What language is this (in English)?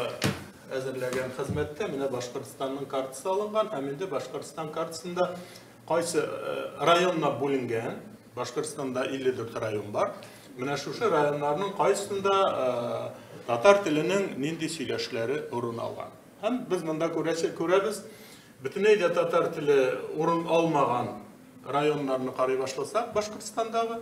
Tatar